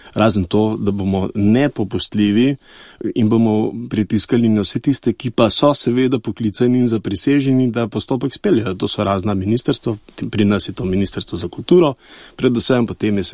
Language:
Slovenian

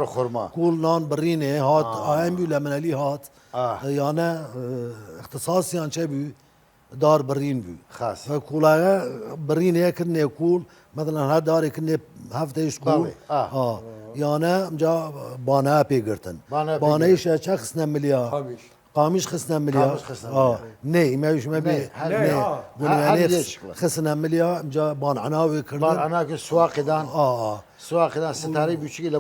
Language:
Southern Kurdish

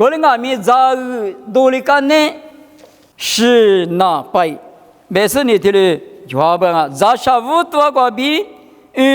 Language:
Lisu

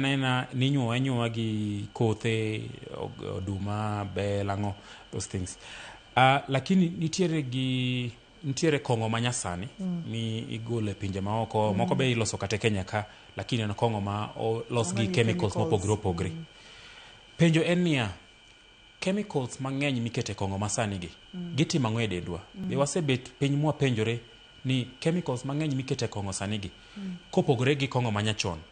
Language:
Luo (Kenya and Tanzania)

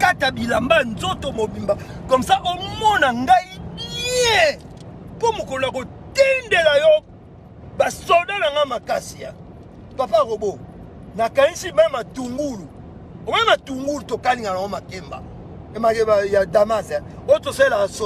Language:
Lingala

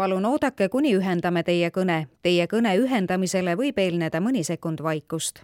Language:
Estonian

